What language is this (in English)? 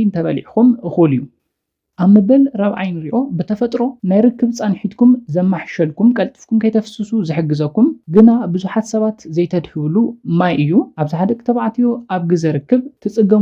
Tigrinya